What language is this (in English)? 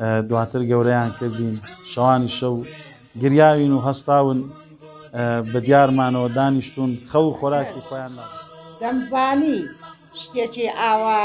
Central Kurdish